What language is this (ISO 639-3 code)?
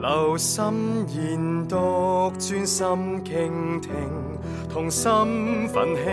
yue